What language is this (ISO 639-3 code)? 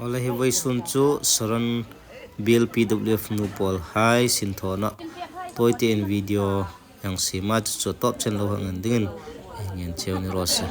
hmr